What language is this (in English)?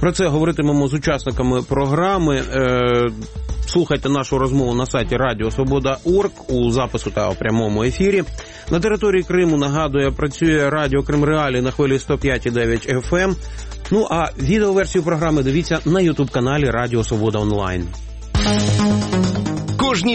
Ukrainian